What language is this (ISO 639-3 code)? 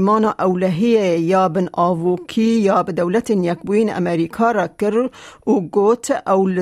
kur